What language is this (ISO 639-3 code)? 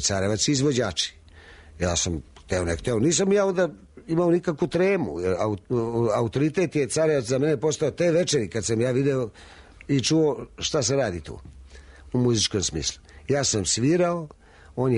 srp